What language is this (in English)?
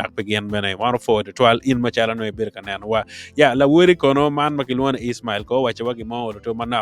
Acoli